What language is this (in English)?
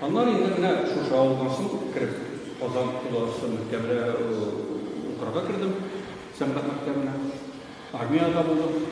Tatar